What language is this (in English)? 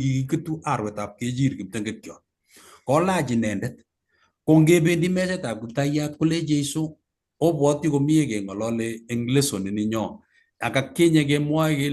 Kalenjin